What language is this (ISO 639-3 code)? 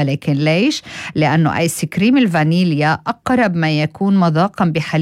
apc